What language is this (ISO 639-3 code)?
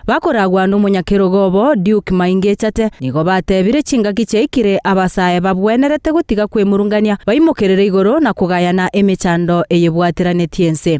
guz